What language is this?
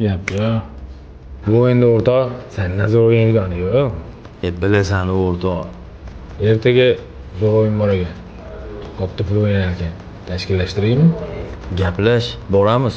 Uzbek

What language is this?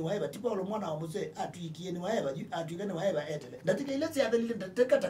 Kamba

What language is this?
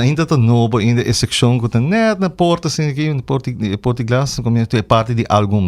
Papiamento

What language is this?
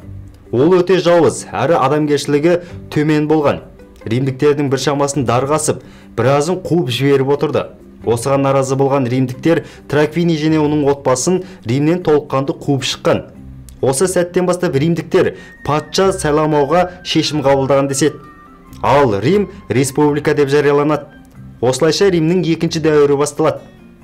Kazakh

